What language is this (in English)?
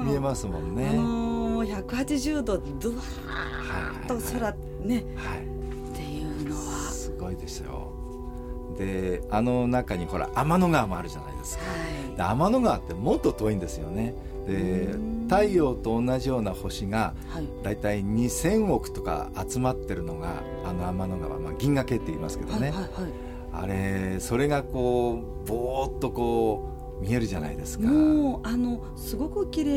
Japanese